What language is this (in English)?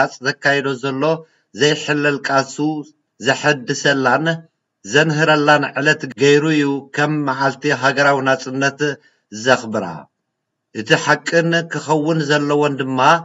Tigrinya